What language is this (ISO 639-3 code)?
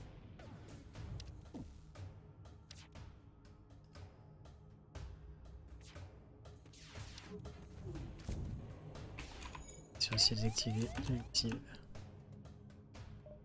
fra